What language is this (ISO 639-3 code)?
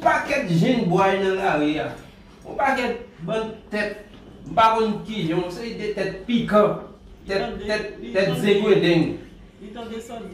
hat